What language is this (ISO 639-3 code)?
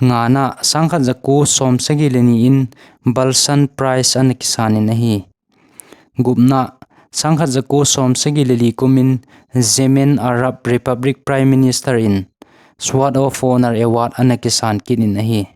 tcz